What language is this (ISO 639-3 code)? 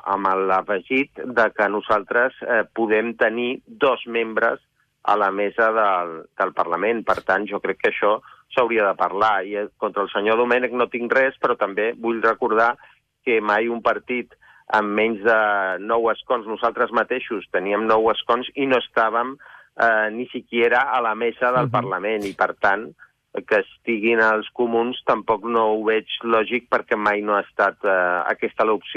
cat